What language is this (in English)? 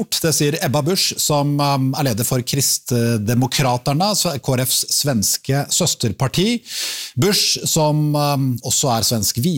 Norwegian